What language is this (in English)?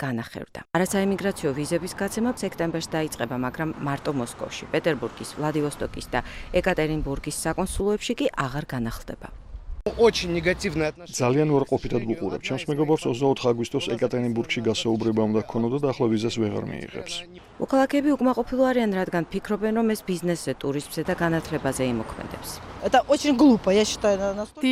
Georgian